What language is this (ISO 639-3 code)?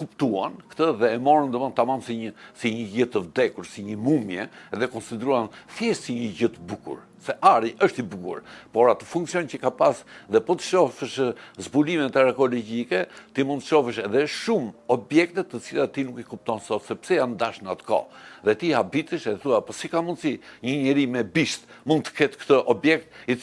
sqi